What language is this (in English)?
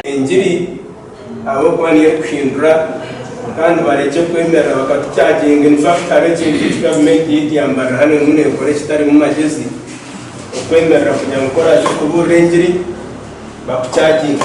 Nyankole